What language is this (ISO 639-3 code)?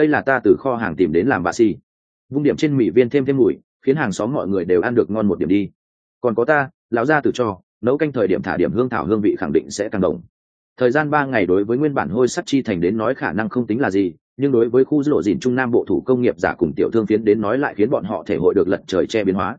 vie